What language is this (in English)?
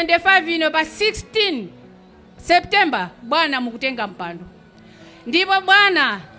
Nyanja